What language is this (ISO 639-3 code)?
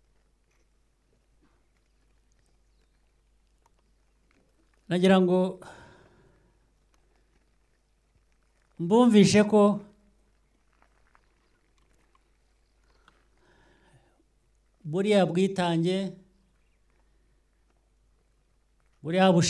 kin